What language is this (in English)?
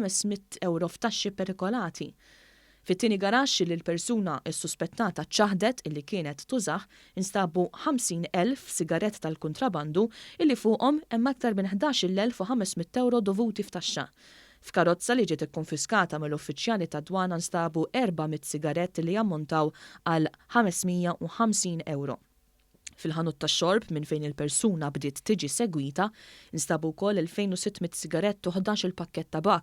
Maltese